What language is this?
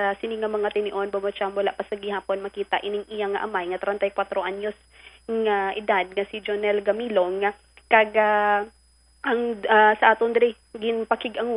Hiligaynon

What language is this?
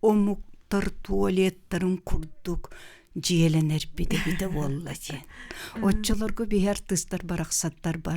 Yakut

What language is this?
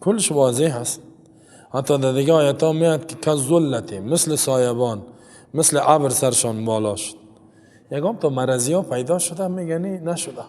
Persian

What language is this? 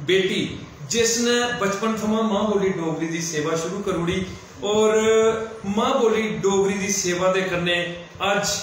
Dogri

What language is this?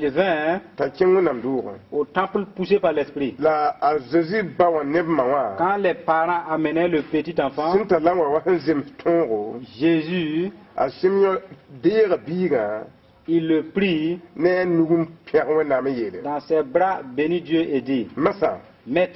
Mossi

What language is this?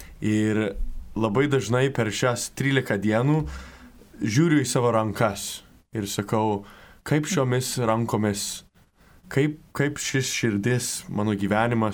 Lithuanian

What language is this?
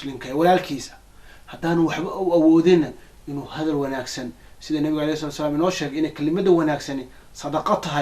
Somali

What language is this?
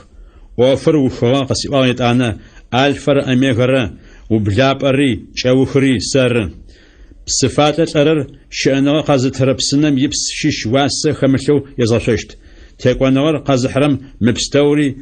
Adyghe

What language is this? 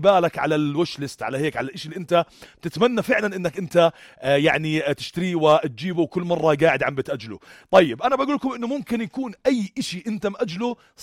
North Levantine Arabic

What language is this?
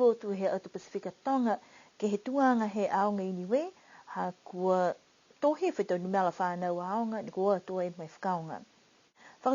Niuean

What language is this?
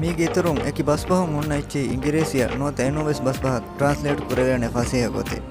Divehi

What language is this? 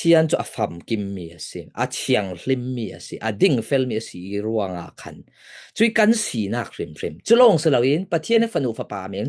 Falam Chin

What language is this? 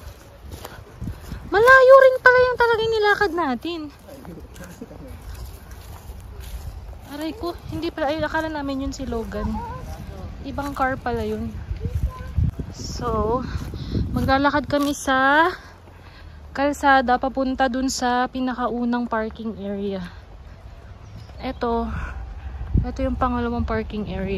Filipino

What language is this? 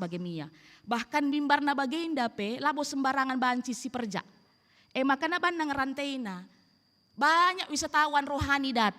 Batak Karo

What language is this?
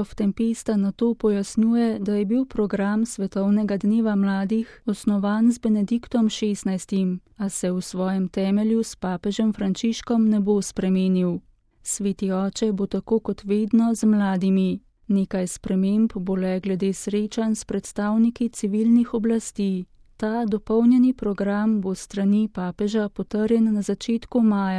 Slovenian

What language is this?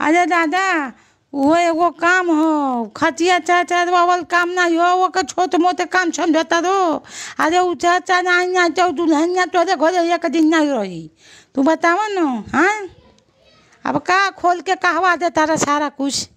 Bhojpuri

